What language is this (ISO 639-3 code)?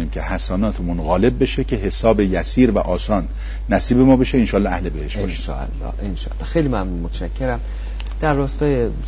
fas